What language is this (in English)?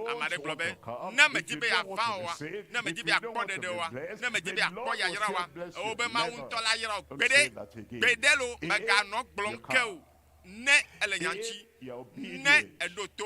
Ewe